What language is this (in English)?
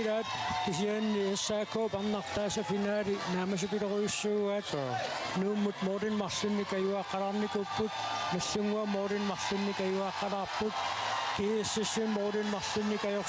Kalaallisut